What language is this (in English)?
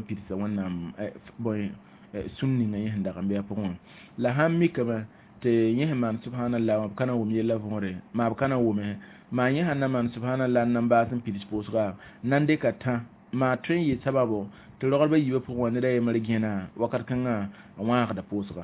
Mossi